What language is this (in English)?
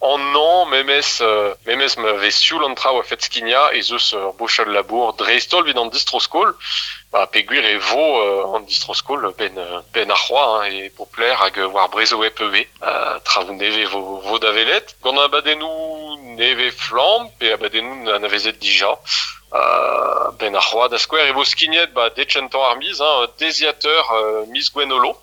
Breton